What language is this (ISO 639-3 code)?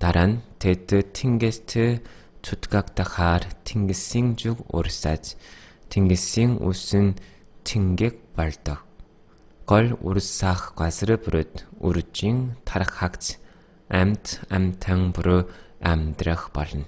mon